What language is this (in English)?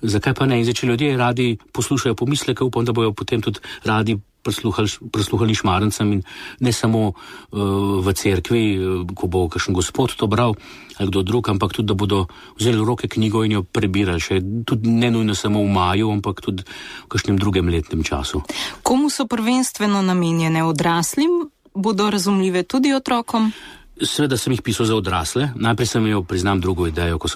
Slovenian